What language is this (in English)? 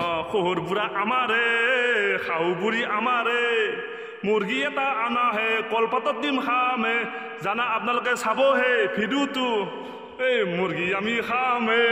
Assamese